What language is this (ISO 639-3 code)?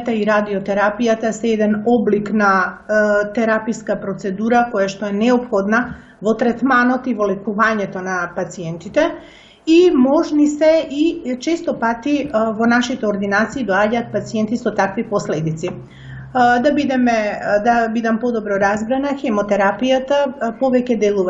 mkd